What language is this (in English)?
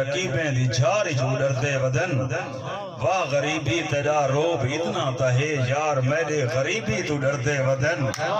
Saraiki